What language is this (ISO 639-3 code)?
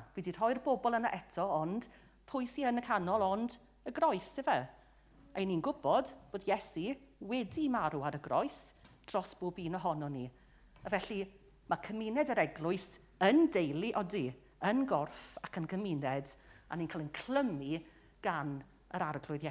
cym